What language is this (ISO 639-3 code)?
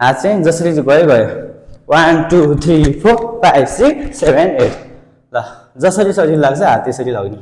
nep